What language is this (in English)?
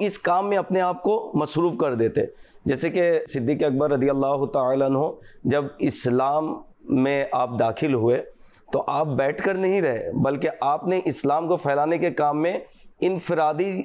Urdu